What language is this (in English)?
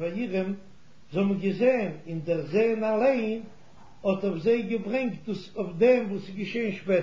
Yiddish